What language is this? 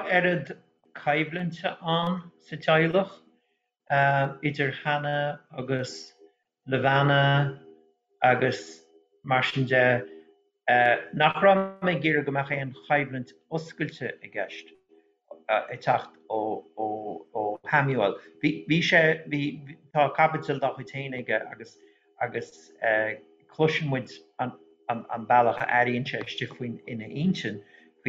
Irish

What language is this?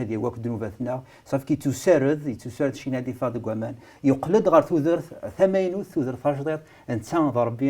Kabyle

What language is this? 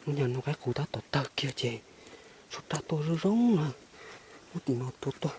Hmong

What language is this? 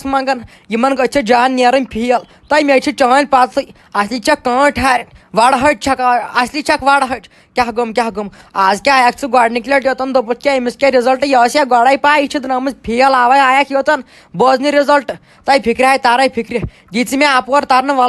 Kashmiri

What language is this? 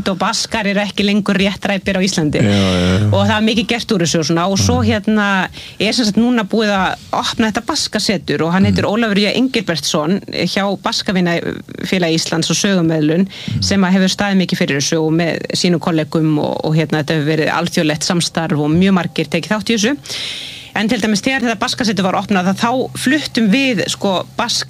Icelandic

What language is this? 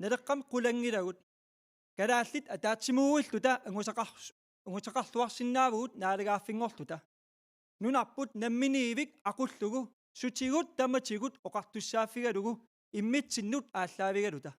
Kalaallisut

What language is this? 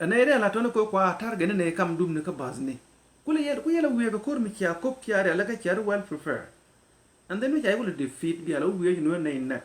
Nuer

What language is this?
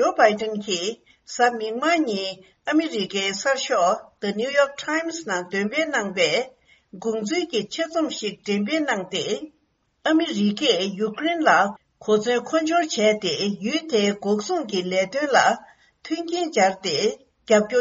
Tibetan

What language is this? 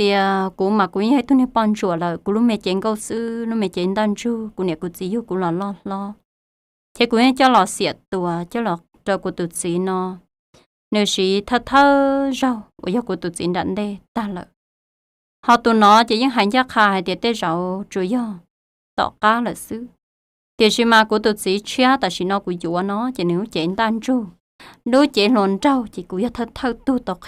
Hmong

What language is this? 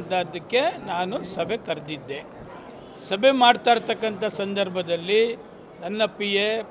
Kannada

